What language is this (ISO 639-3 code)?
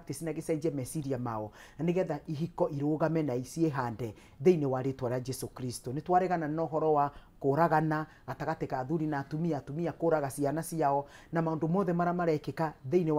kik